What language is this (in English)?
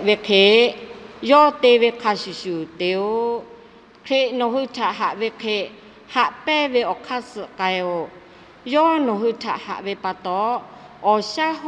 Lahu